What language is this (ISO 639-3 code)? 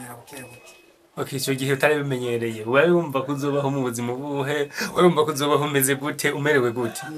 run